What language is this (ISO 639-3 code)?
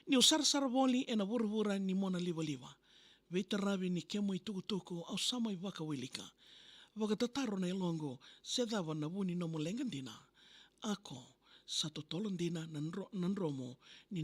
fij